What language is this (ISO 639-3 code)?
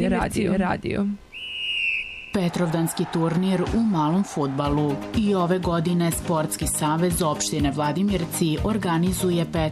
srp